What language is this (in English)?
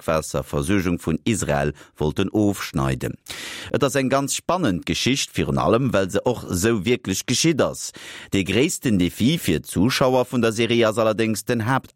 Luxembourgish